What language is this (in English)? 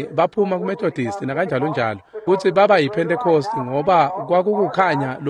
Swati